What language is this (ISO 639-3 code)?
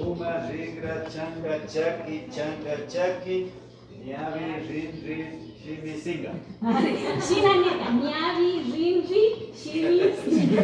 qvi